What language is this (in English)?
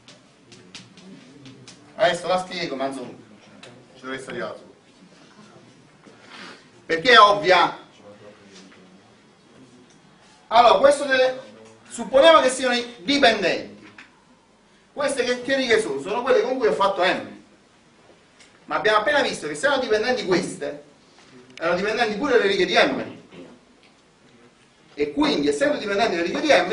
Italian